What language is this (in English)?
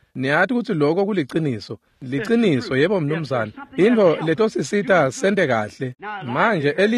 Swati